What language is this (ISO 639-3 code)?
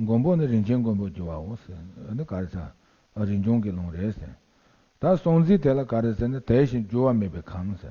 bod